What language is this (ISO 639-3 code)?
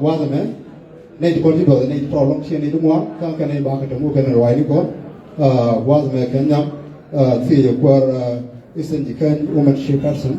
nus